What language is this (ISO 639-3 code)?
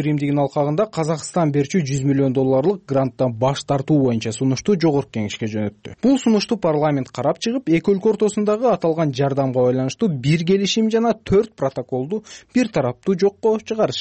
kir